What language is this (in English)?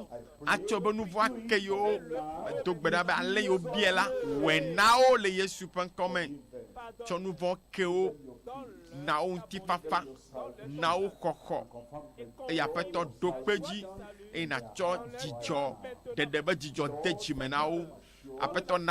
Ewe